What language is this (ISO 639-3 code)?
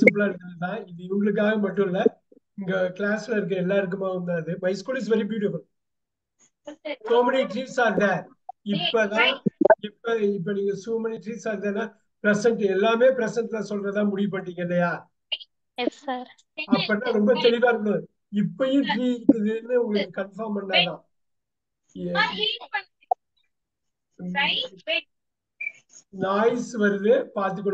tam